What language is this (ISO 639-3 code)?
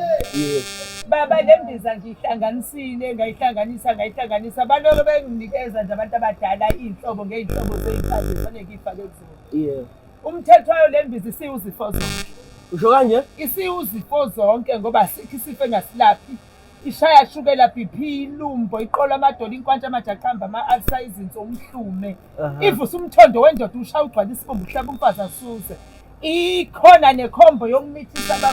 zul